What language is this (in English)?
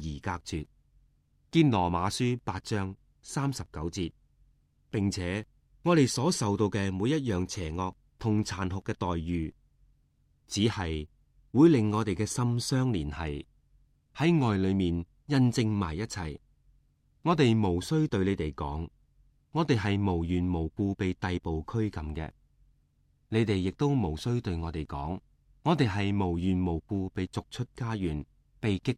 Cantonese